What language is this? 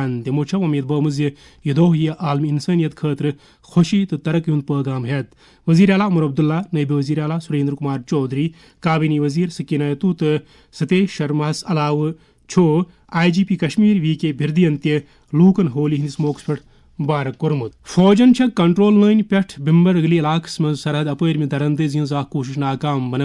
Kashmiri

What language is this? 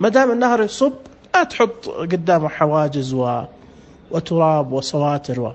Najdi Arabic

